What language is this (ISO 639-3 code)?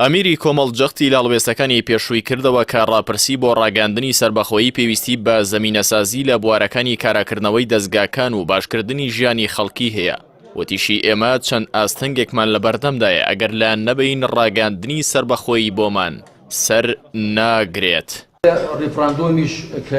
ckb